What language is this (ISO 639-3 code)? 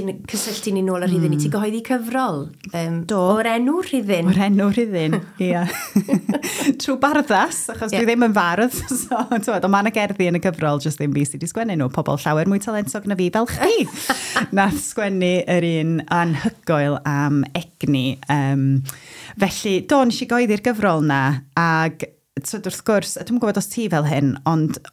cym